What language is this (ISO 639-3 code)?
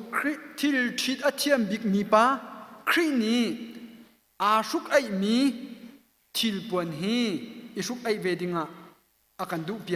cnh